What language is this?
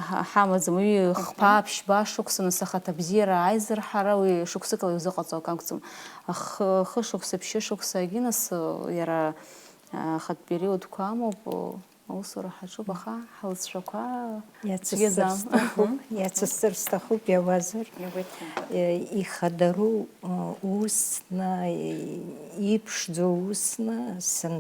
Abkhazian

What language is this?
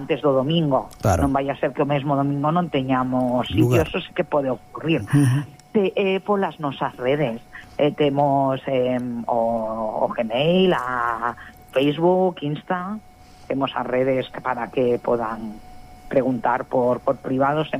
Galician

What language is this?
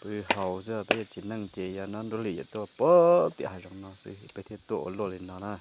Hmong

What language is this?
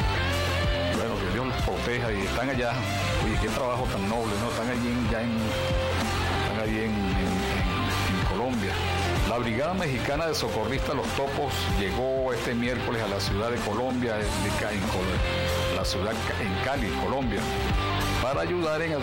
Spanish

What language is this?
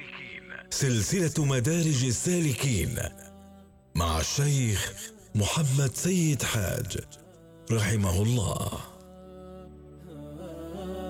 Arabic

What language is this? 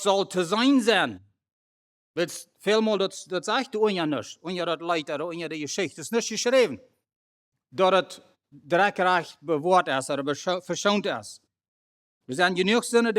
Plautdietsch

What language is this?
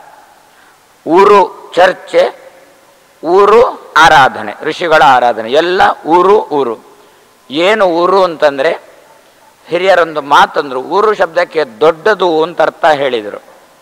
Kannada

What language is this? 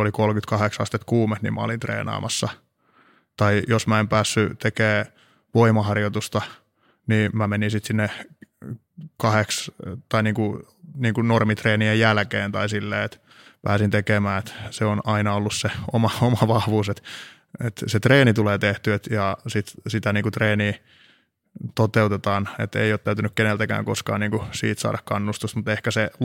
Finnish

